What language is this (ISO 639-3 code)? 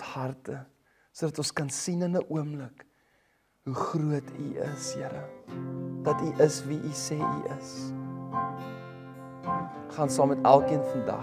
afr